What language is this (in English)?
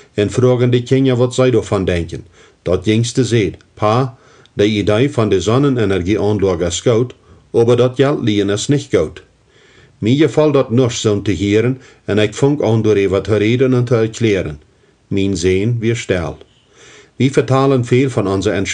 Plautdietsch